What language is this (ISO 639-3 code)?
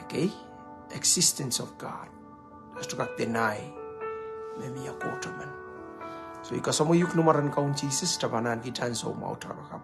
pon